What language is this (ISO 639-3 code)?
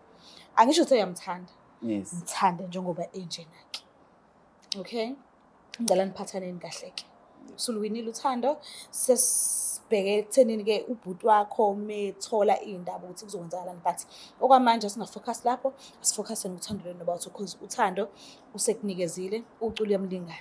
zul